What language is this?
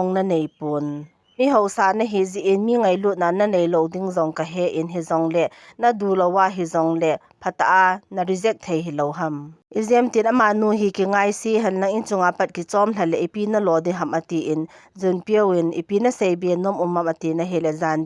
Thado Chin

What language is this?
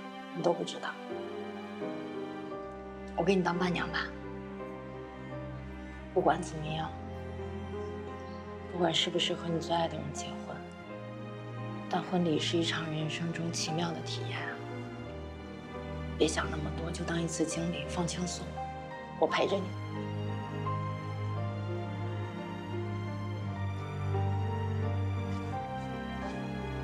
Chinese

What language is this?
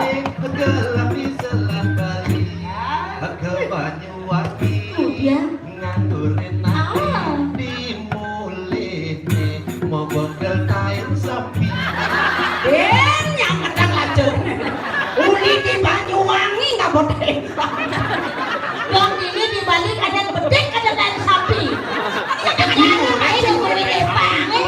Balinese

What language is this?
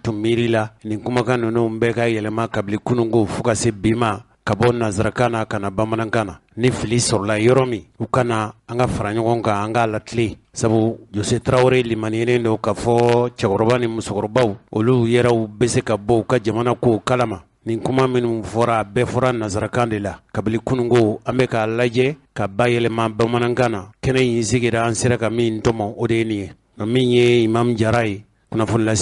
Bambara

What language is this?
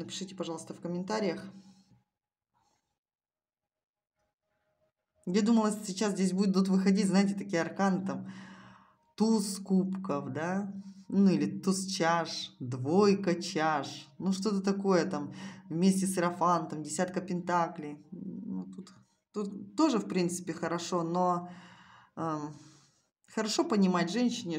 Russian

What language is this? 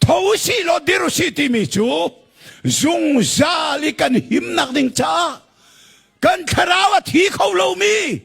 Hakha Chin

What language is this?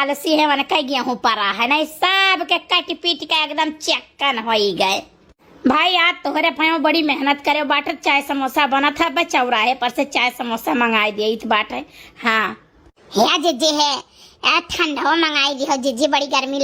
Awadhi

